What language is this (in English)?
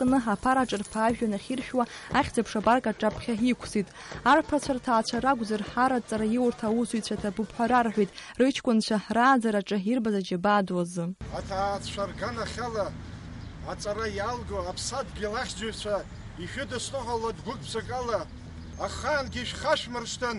Abkhazian